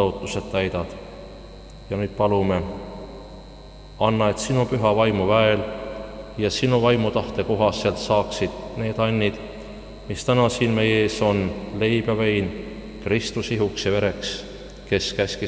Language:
Estonian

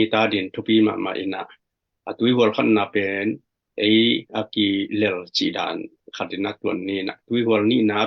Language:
Tedim Chin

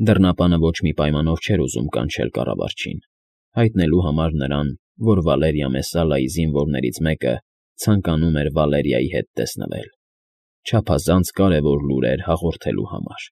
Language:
Armenian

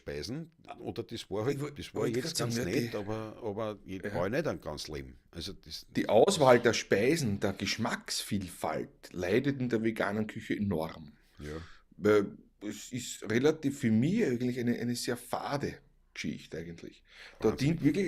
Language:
Bavarian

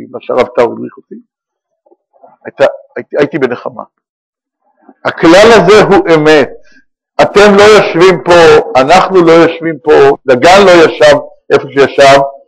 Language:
Hebrew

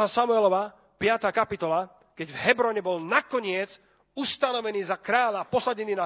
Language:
Slovak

